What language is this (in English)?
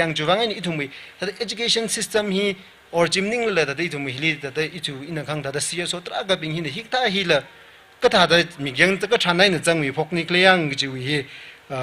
Tangkhul Naga (India)